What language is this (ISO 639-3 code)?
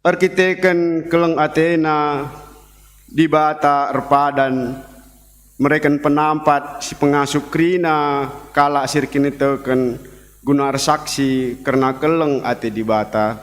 btx